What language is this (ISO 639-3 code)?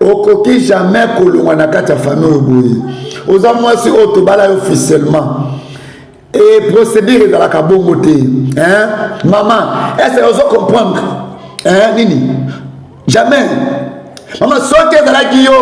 lin